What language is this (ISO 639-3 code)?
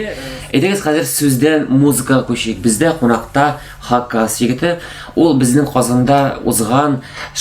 tat